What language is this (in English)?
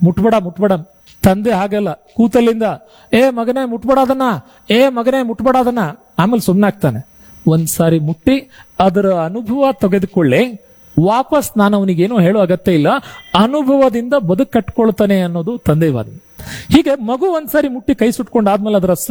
Kannada